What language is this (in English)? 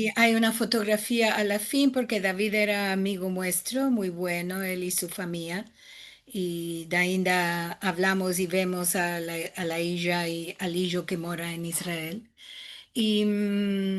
Ladino